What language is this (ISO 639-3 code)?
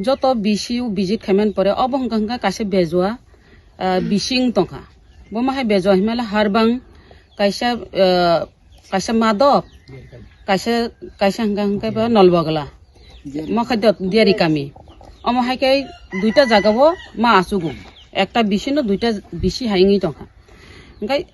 trp